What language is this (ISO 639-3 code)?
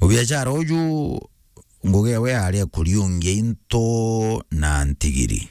mer